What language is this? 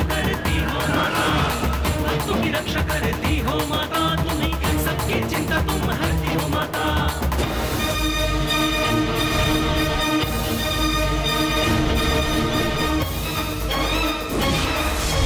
Hindi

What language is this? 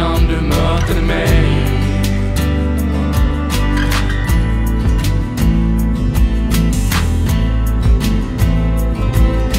Swedish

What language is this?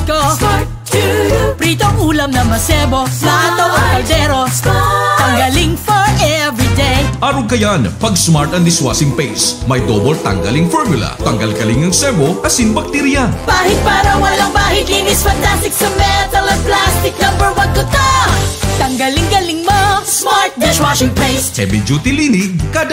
Bikol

